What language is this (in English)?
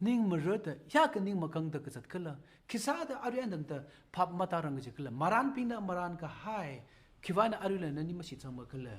Tangkhul Naga (India)